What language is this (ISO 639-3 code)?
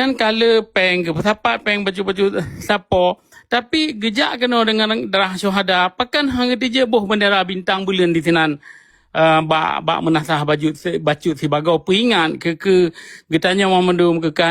ace